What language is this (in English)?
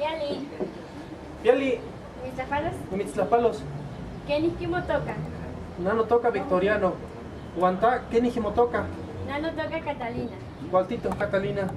Eastern Huasteca Nahuatl